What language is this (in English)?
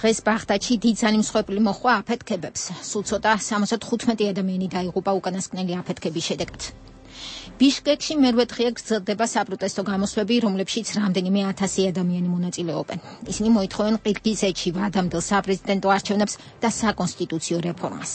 Georgian